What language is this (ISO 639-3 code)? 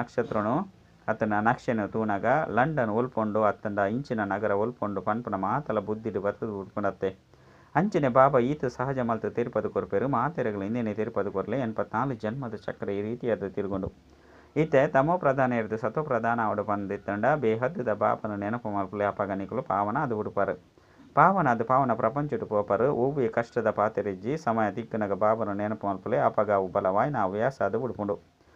tcy